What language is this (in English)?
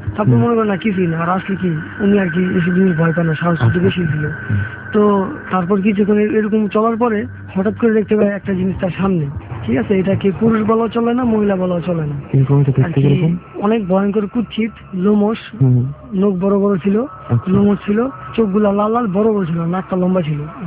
Bangla